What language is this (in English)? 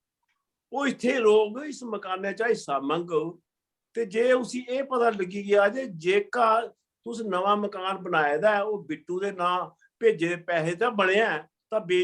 Dogri